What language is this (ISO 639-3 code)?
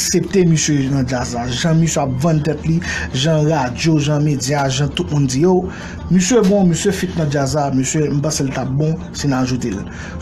hat